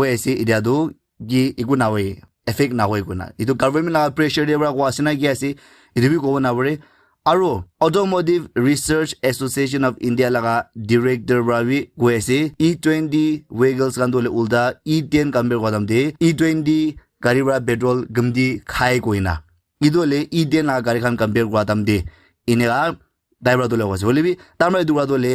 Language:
Naga Pidgin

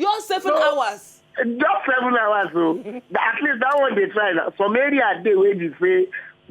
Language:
Nigerian Pidgin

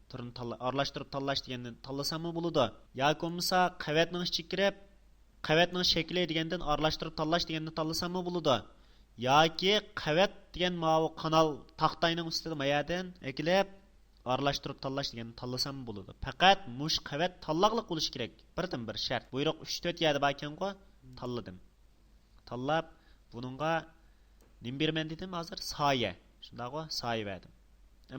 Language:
Uyghur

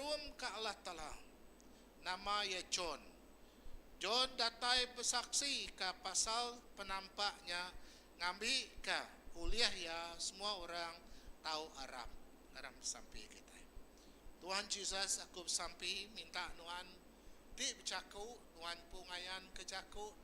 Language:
Iban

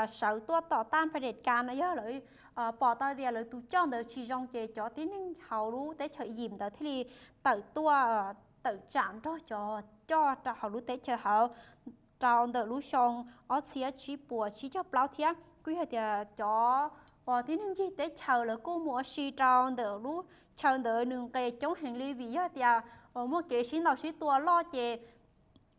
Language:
Hmong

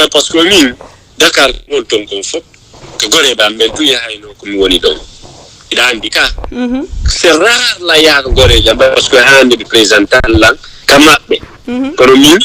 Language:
Fula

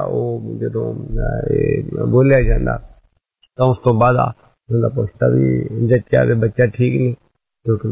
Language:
Punjabi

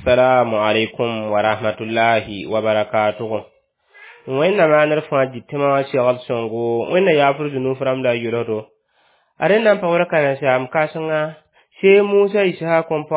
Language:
Mossi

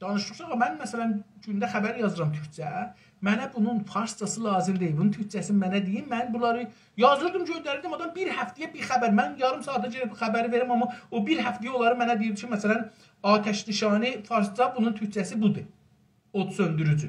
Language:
South Azerbaijani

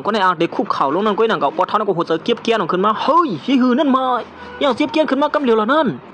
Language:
Shan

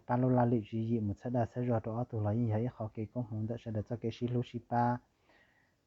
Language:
Hmong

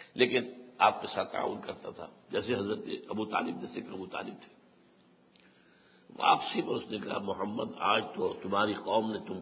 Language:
Urdu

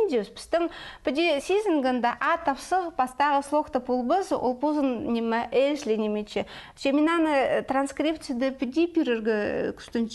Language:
Khakas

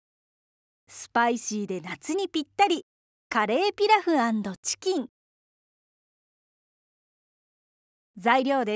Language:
Japanese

